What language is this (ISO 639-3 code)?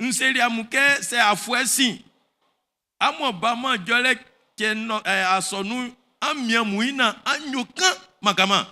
bci